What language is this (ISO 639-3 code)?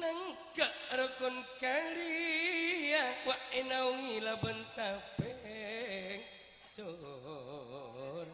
mad